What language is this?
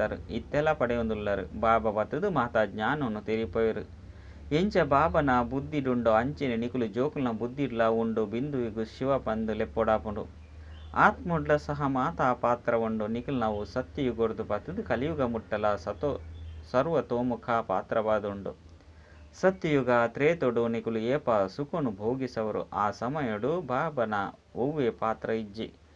Tulu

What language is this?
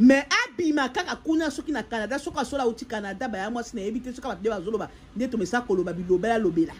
Lingala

